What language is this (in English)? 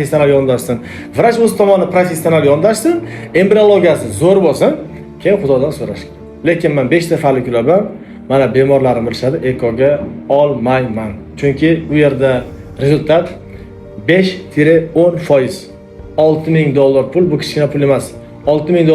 Uzbek